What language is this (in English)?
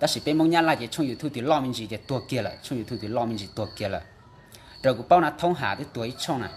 Hmong